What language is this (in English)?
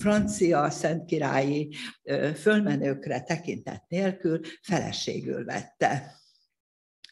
Hungarian